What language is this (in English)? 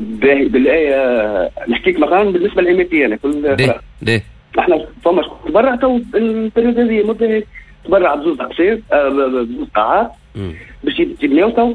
Tunisian Arabic